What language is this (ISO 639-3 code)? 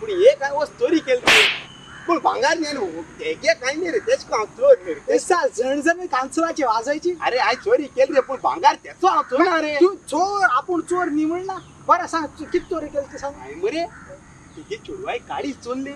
kok